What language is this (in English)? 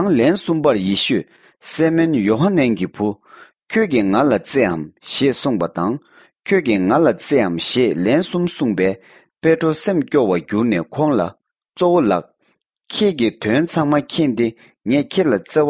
Tibetan